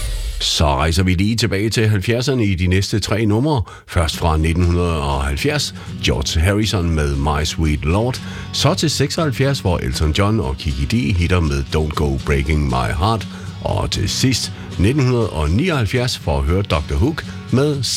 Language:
Danish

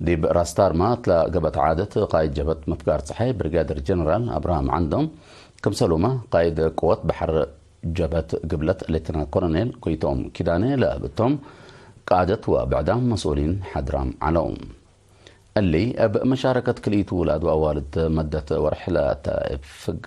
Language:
Tigre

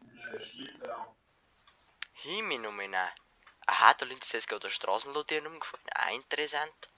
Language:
Bavarian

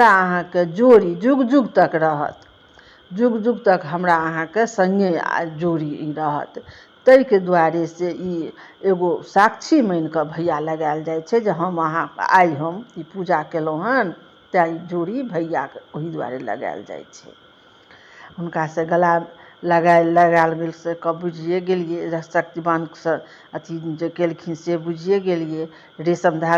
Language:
Maithili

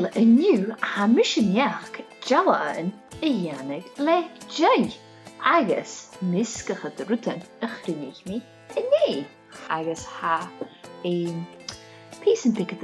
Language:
Scottish Gaelic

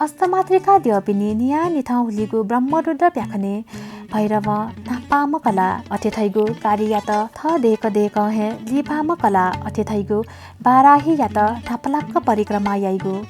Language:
Newari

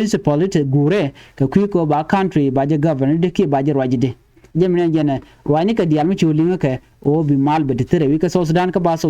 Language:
Nuer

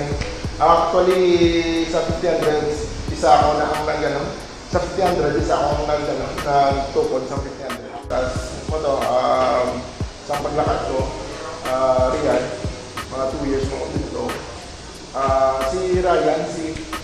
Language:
Hiligaynon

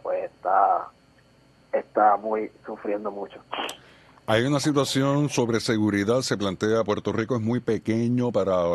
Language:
Spanish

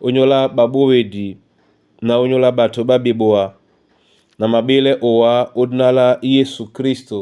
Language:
Duala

